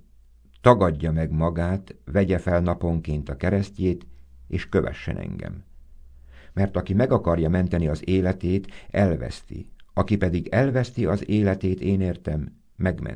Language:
Hungarian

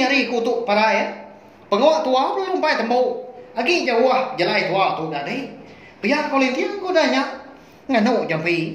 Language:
Iban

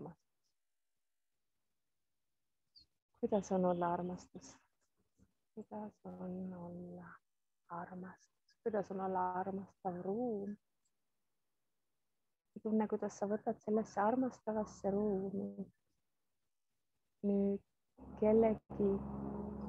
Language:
Estonian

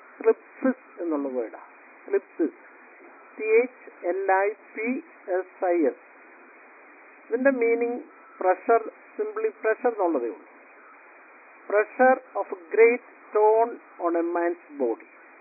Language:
Malayalam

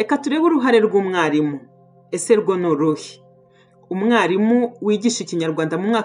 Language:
Kinyarwanda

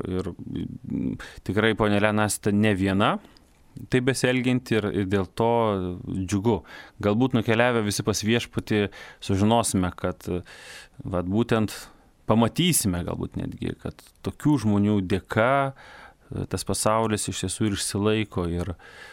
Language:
Lithuanian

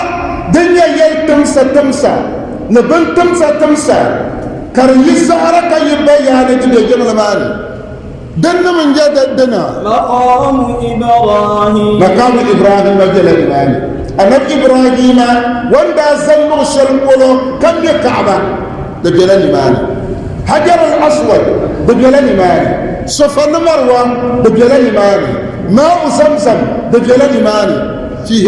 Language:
Dagbani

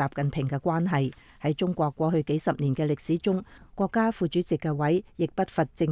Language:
Cantonese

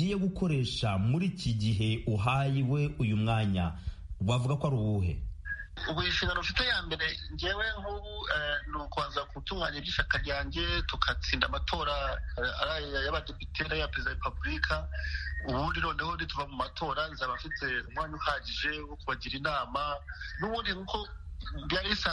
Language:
Kinyarwanda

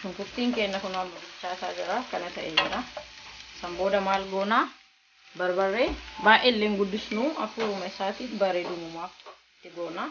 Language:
Oromo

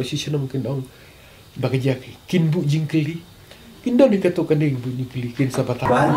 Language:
Khasi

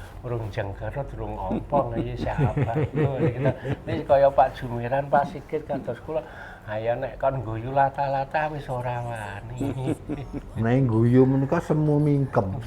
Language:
Javanese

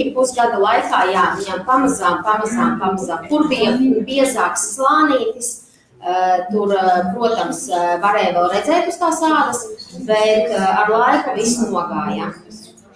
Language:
Latvian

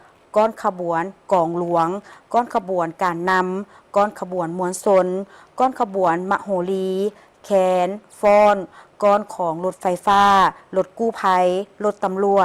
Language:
Lao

